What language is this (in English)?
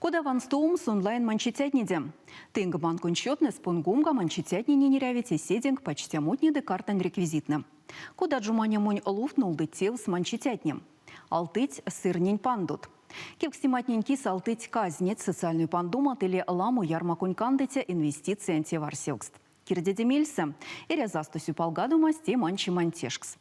Erzya